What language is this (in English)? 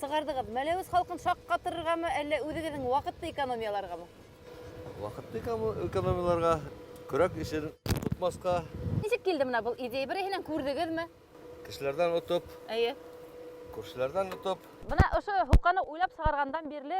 Bashkir